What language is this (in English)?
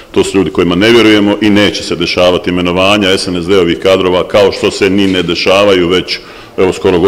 Bosnian